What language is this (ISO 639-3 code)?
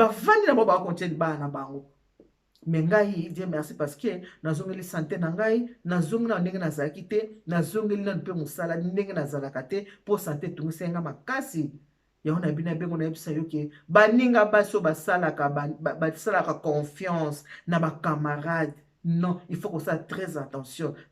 lin